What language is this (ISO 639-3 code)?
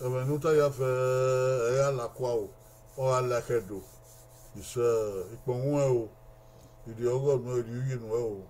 bin